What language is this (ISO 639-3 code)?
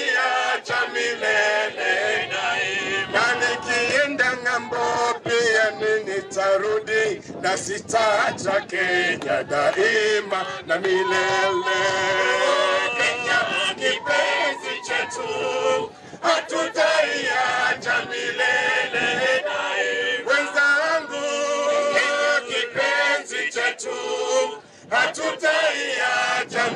swa